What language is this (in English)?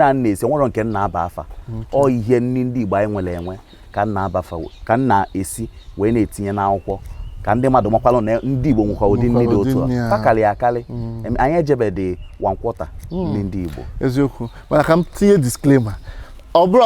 Igbo